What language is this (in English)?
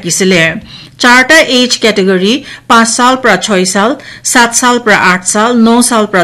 Naga Pidgin